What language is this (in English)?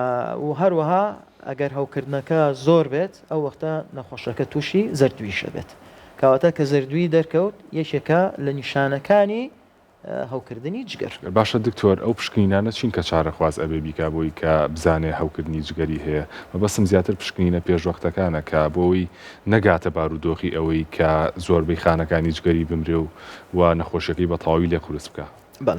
Central Kurdish